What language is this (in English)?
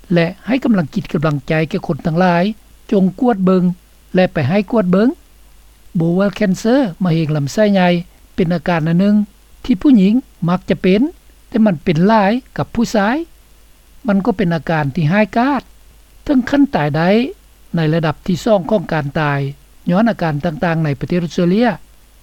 Lao